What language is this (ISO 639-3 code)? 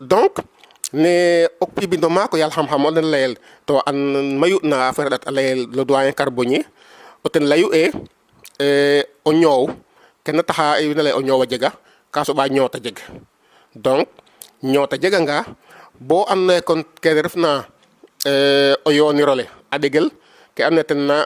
srr